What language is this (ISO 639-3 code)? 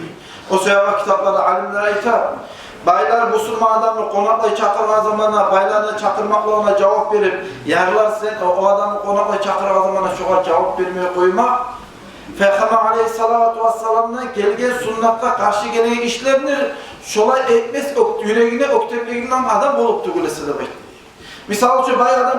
kum